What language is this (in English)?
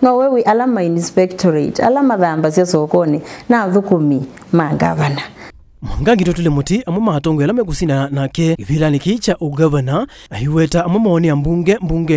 Kamba